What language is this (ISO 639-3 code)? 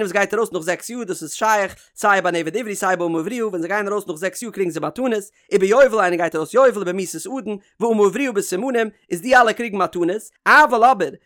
yid